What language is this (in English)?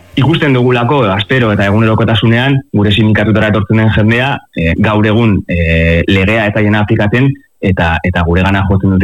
Basque